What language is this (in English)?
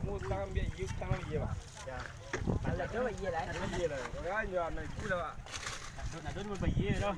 Minangkabau